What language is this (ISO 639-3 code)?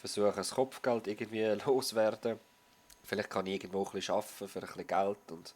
gsw